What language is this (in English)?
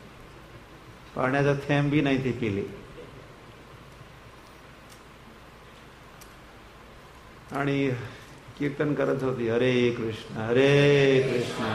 Marathi